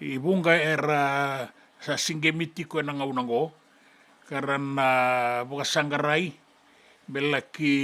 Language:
Fijian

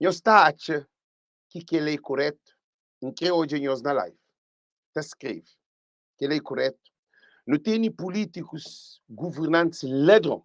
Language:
Kabuverdianu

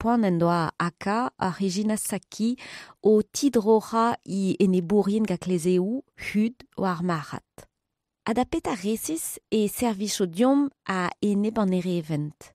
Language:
Breton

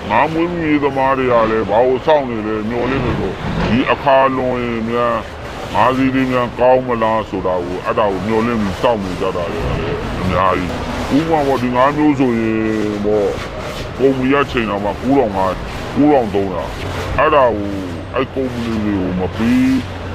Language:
Burmese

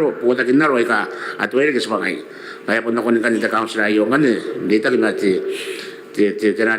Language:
Gilbertese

